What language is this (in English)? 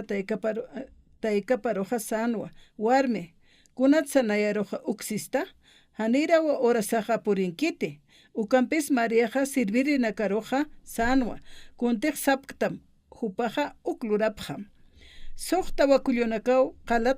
Aymara